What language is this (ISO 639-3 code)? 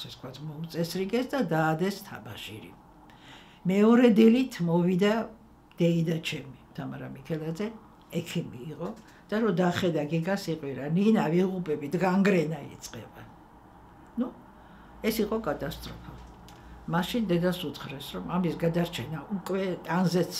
kat